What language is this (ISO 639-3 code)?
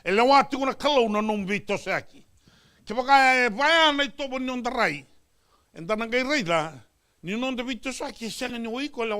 fij